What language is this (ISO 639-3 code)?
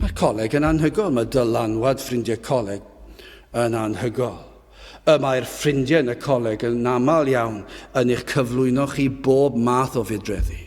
cym